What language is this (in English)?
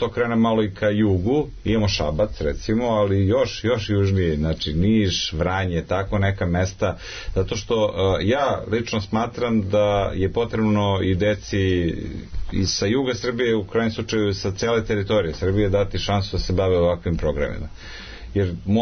Serbian